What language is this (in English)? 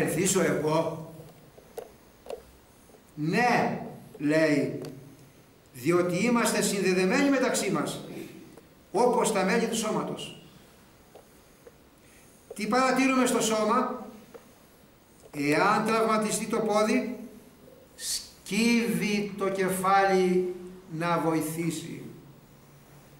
Greek